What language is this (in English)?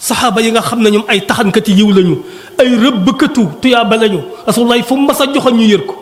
Wolof